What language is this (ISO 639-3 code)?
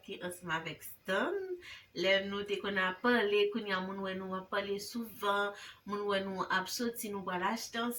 hat